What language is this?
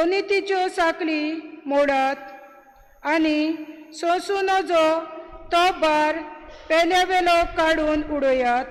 Konkani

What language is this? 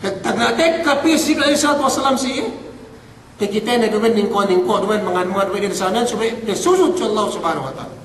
Yakan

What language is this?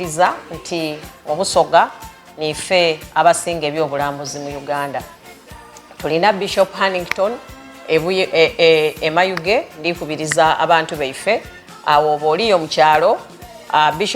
Soga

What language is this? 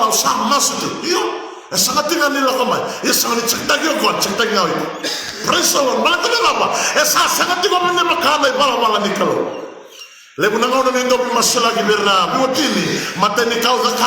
Fijian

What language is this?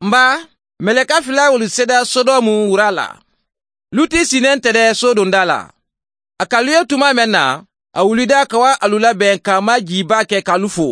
Mandingo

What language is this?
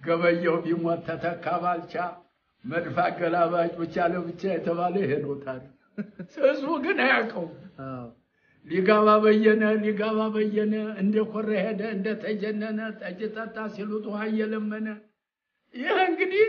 Amharic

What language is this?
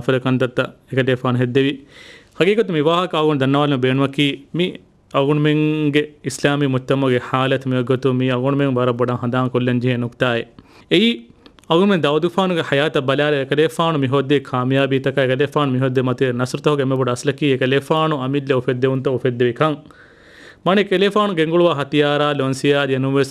Divehi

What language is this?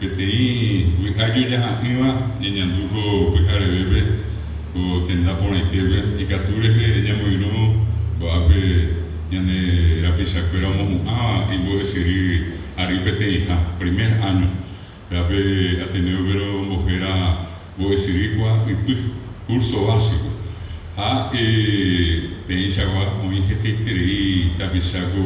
Guarani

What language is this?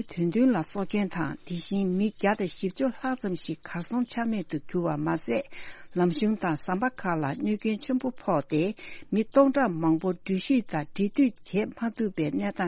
Tibetan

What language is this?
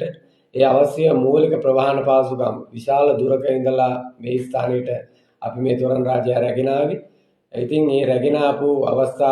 Sinhala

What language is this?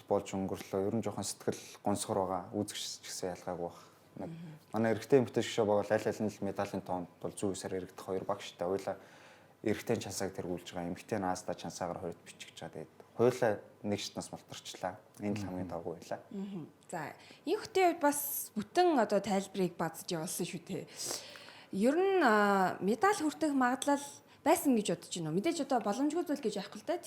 Mongolian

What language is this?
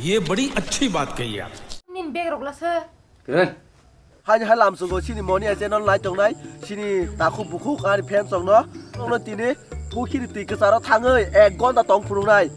Kok Borok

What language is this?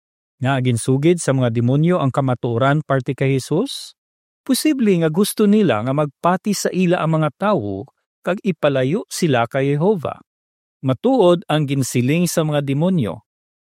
Hiligaynon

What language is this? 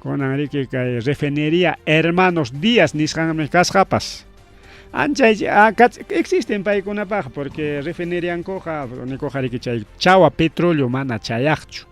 Ayacucho Quechua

